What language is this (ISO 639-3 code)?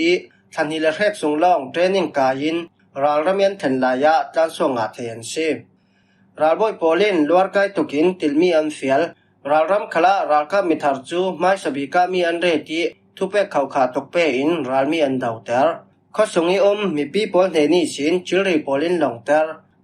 cfm